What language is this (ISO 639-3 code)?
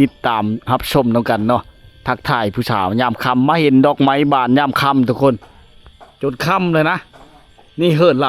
lao